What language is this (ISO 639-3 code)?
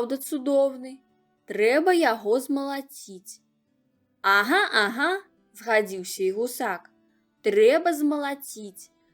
bel